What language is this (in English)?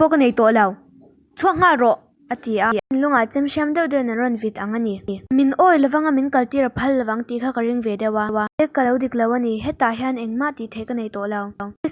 Mizo